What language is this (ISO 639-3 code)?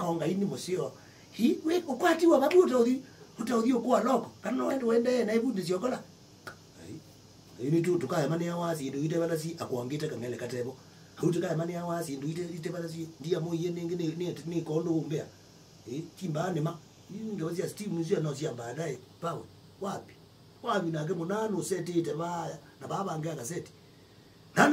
kam